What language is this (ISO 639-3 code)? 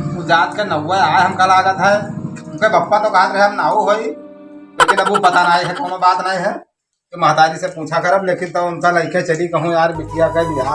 awa